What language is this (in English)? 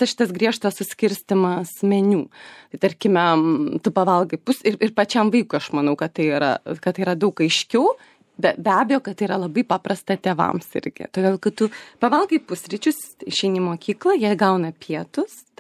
Lithuanian